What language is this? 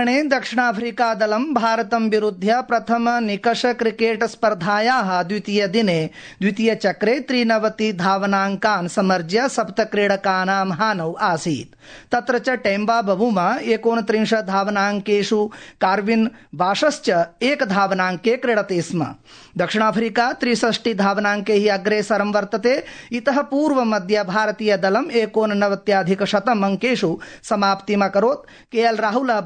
Sanskrit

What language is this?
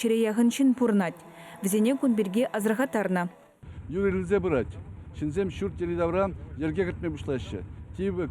Chuvash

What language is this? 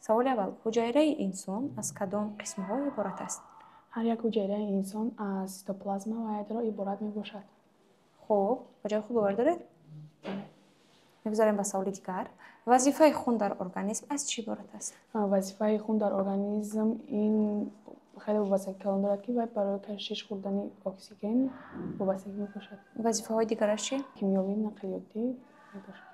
Tajik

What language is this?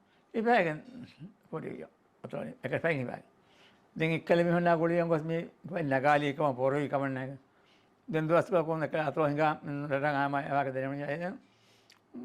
Divehi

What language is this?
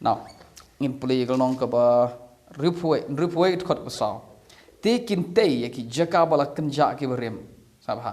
Khasi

